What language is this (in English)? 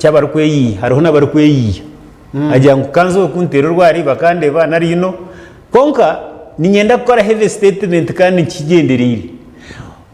Nyankole